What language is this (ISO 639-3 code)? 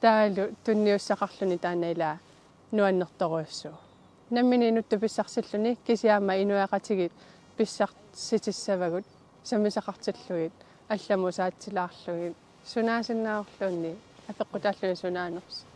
kal